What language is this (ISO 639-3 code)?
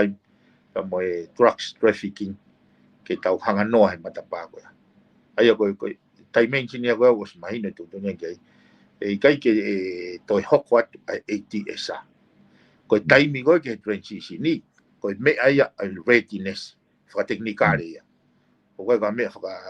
ton